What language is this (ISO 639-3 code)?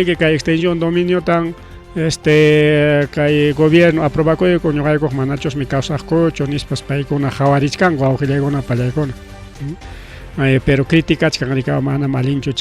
quy